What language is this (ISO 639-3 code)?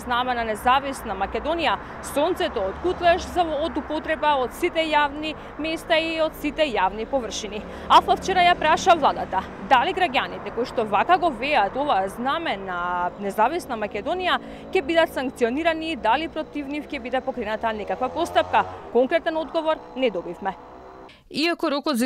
mkd